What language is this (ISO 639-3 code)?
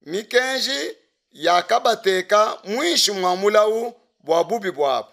lua